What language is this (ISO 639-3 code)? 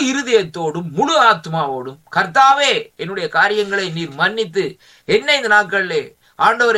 tam